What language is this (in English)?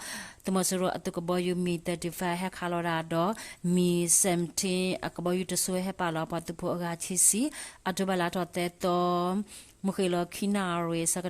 S'gaw Karen